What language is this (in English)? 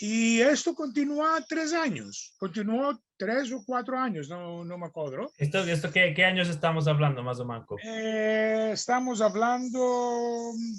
Ladino